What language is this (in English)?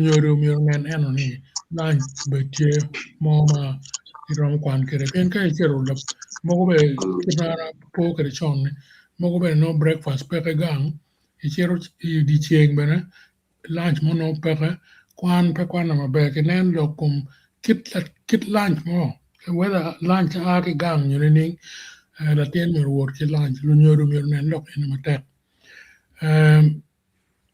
Acoli